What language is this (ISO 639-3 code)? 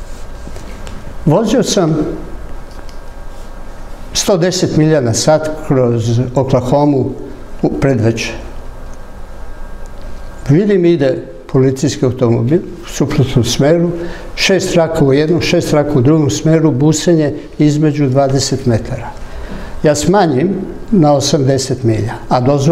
srp